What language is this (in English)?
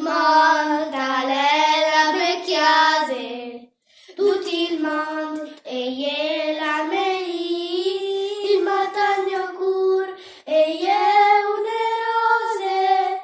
Friulian